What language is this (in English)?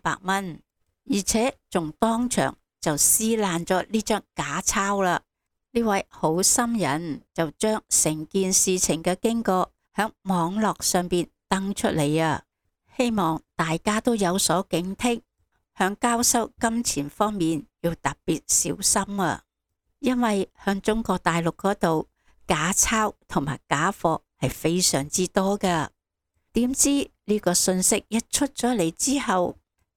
Cantonese